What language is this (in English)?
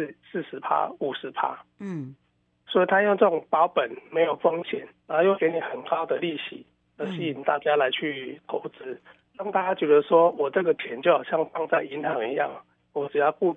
Chinese